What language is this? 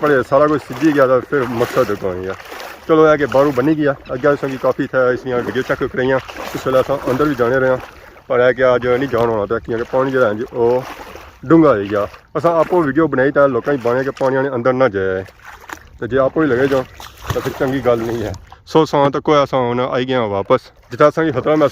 Pahari-Potwari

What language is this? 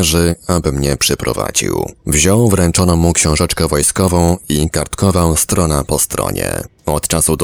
Polish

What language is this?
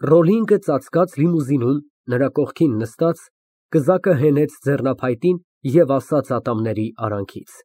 Armenian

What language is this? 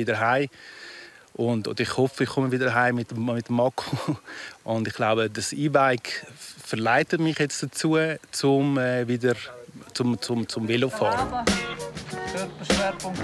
Romansh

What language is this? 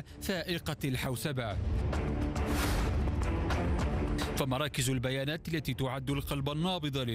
Arabic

